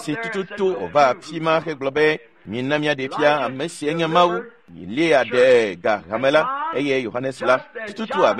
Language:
Ewe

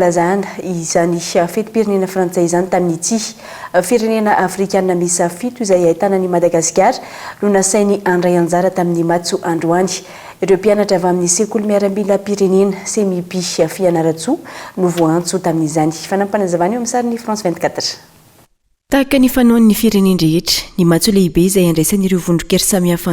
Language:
Malagasy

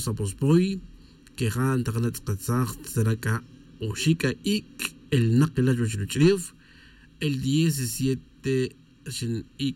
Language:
Tz'utujil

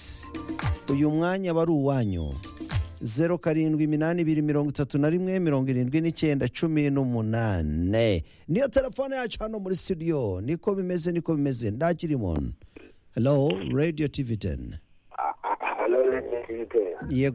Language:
Kinyarwanda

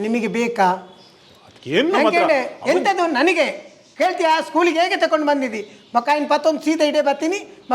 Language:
Tulu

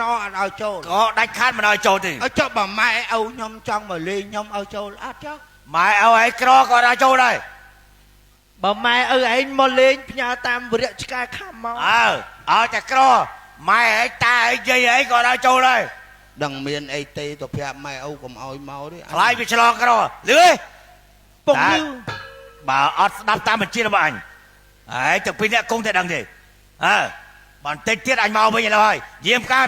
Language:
Khmer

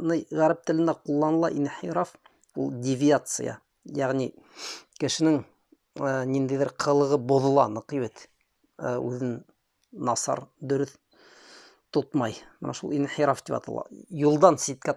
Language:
Bashkir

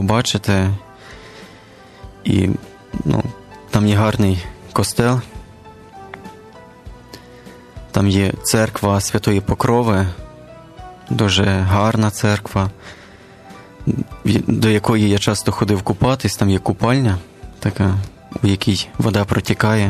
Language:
Ukrainian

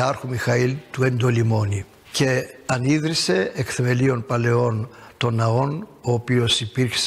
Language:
Greek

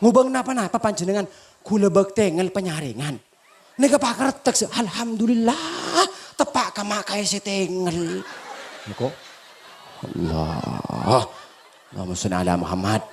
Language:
Madurese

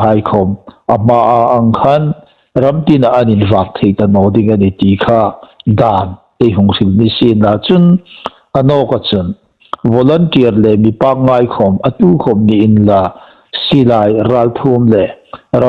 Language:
Hmar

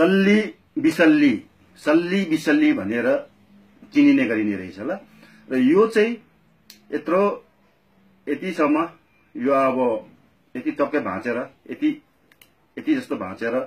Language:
Nepali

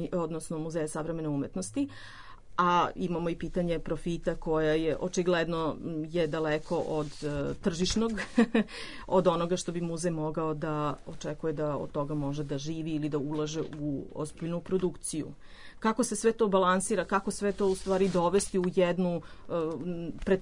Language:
Serbian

